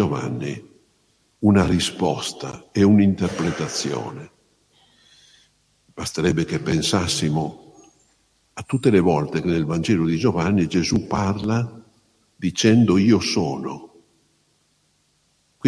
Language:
Italian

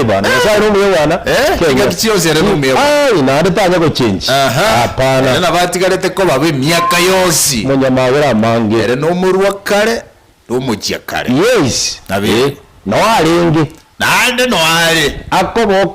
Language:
Gusii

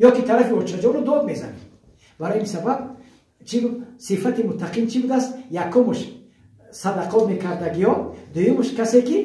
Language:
Tajik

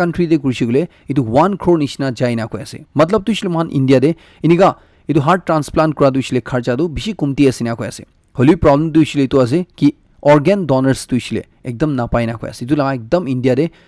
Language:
Naga Pidgin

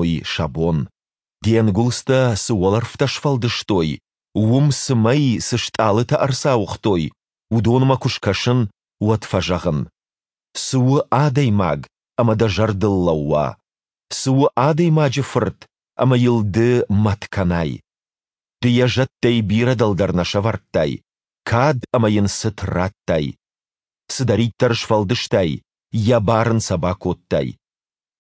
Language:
Ossetic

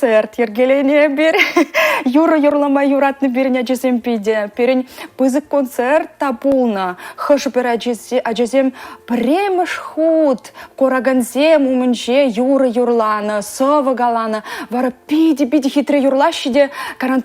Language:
Chuvash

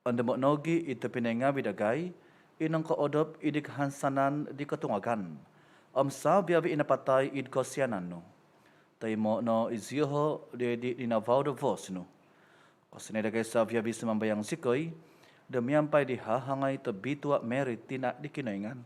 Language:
Central Dusun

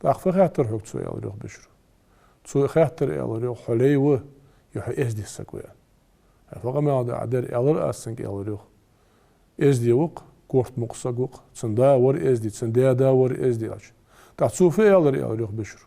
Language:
Ingush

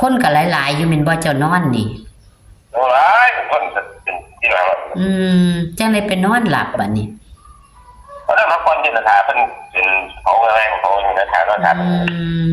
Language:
Northeastern Thai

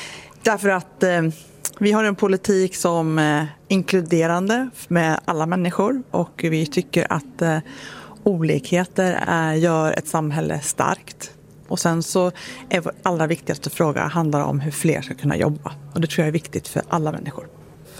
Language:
Swedish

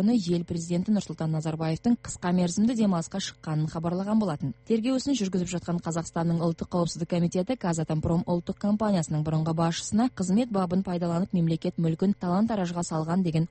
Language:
Kazakh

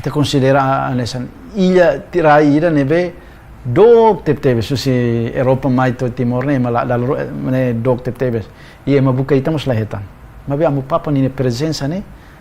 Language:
Tetum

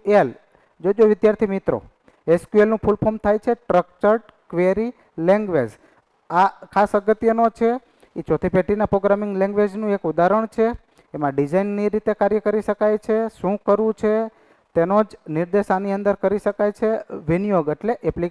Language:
Gujarati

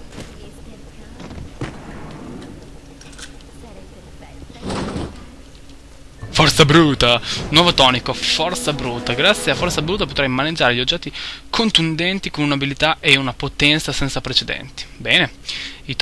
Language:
Italian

